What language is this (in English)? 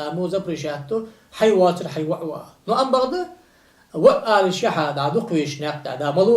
Ingush